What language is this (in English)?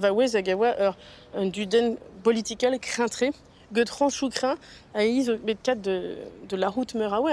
Breton